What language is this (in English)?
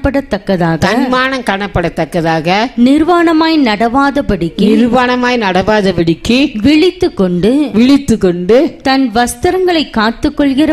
Tamil